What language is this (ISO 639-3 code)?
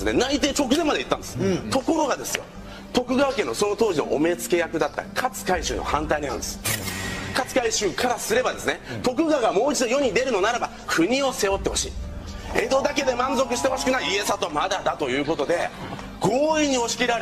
jpn